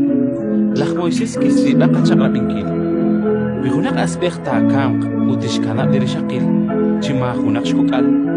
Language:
Kekchí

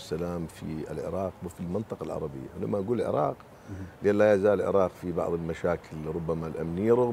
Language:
Mesopotamian Arabic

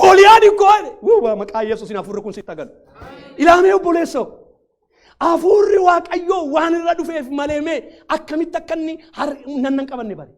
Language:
Oromo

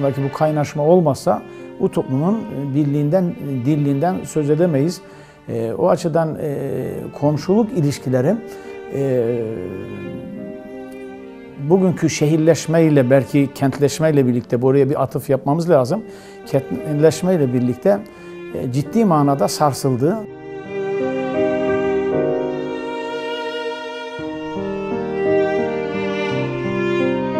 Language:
Turkish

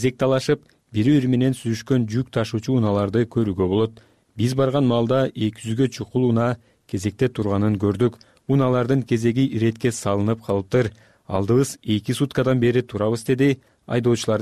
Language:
Kyrgyz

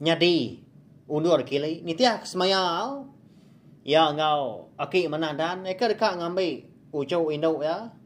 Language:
Iban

